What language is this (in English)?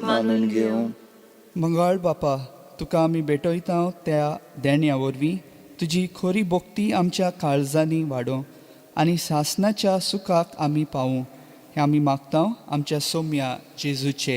Konkani